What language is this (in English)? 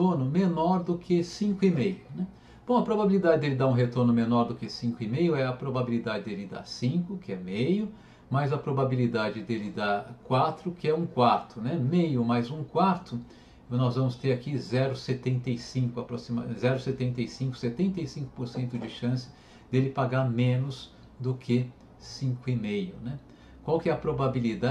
Portuguese